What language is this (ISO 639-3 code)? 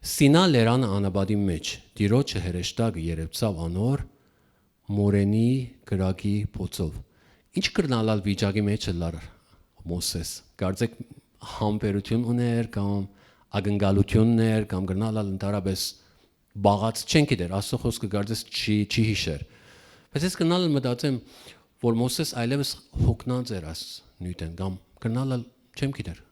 hyw